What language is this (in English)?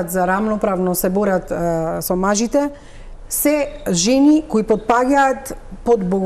Macedonian